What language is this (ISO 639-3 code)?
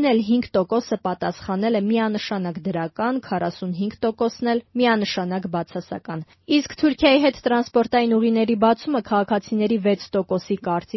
hye